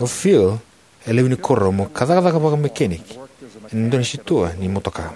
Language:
Fijian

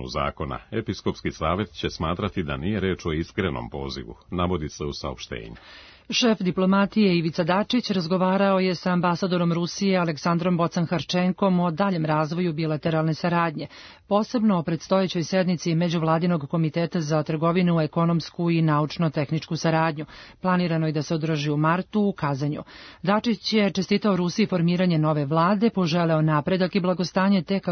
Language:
Serbian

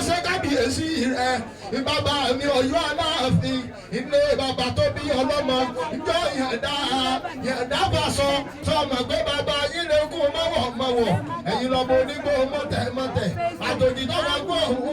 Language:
Yoruba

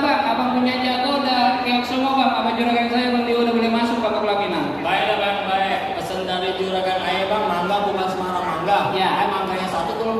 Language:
Betawi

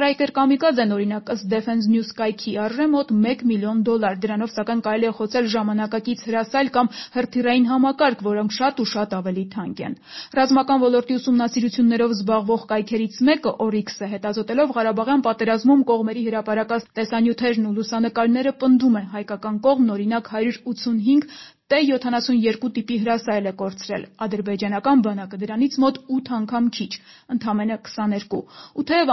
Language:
Armenian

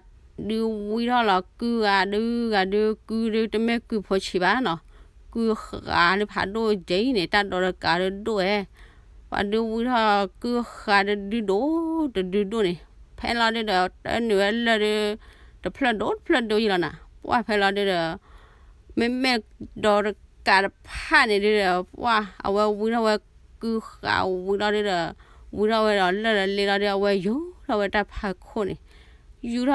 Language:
S'gaw Karen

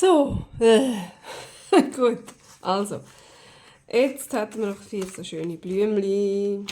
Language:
Swiss German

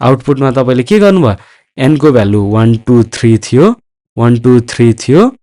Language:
Nepali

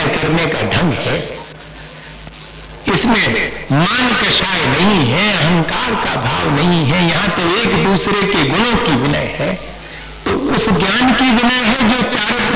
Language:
Hindi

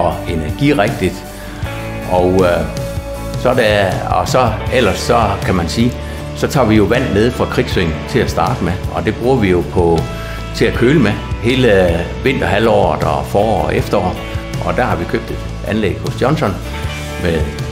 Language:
Danish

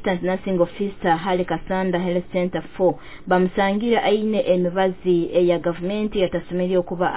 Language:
Nyoro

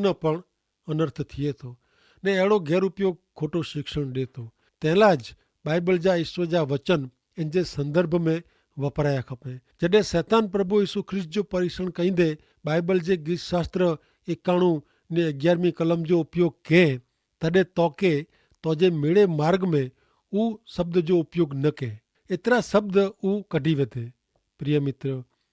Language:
Kachhi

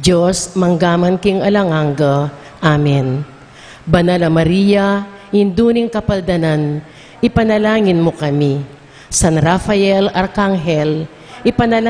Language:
Pampanga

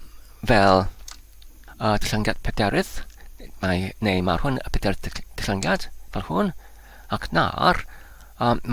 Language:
Welsh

